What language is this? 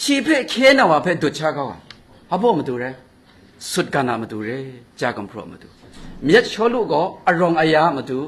Kachin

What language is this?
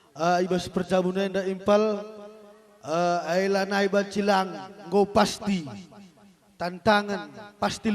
Batak Karo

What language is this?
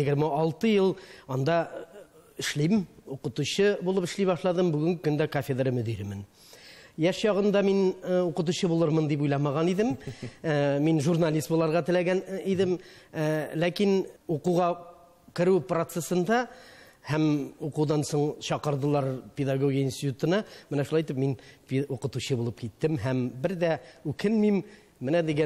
Tatar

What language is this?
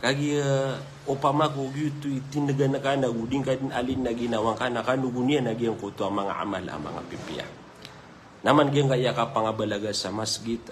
Maranao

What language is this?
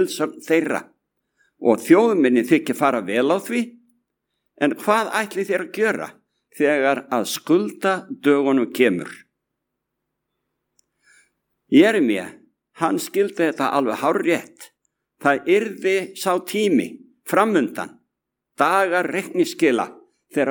Icelandic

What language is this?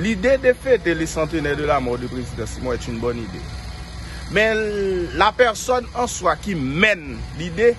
Haitian Creole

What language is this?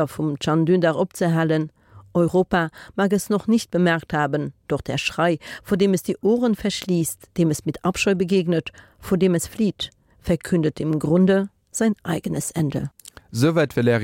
Luxembourgish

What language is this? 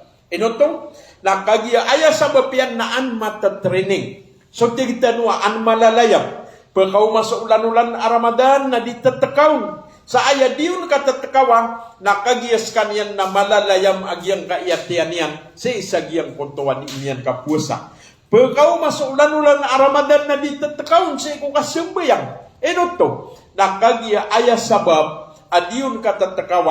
Maranao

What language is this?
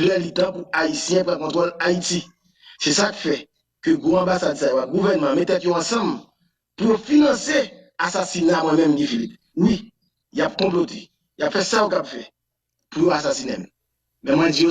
Haitian Creole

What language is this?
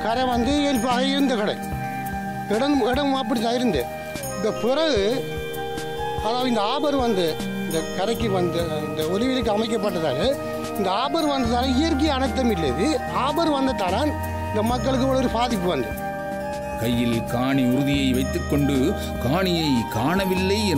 Tamil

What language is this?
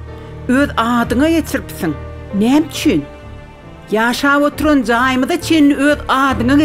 Turkmen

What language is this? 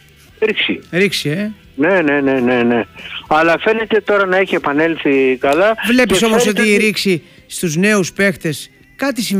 Greek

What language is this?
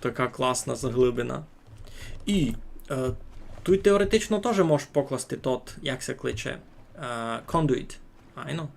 Rusyn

